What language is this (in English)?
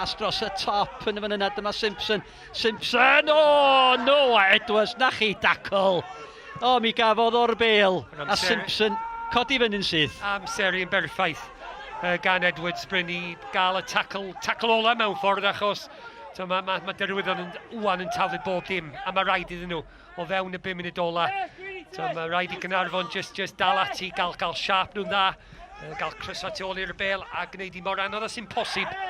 Welsh